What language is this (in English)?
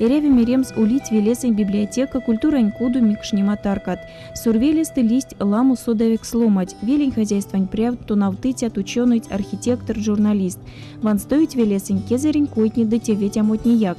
Erzya